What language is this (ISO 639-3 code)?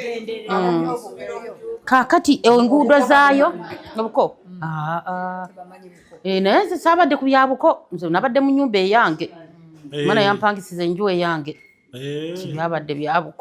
lug